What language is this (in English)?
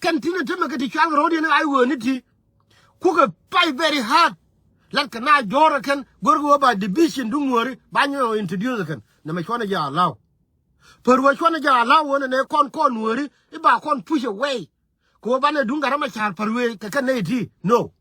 Nuer